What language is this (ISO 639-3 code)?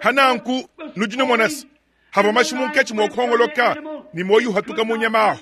lua